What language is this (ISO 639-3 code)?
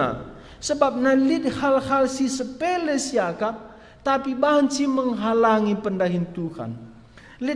btx